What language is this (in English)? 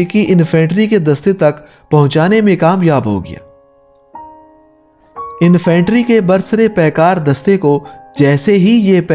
Hindi